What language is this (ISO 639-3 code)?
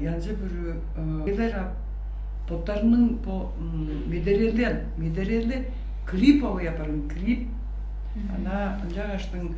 tyv